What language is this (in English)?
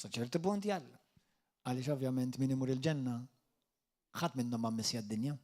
Maltese